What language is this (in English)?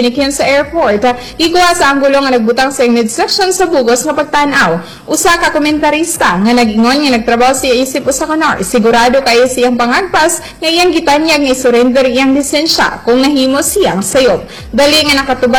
Cebuano